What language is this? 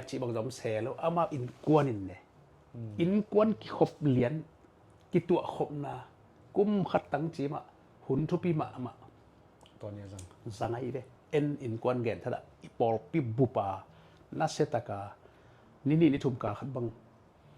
Tedim Chin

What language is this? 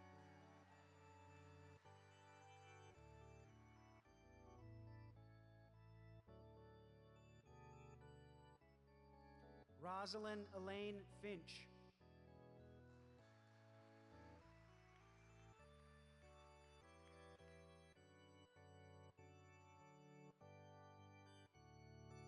English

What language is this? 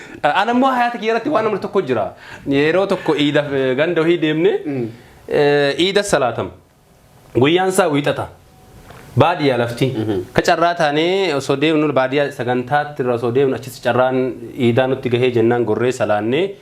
Oromo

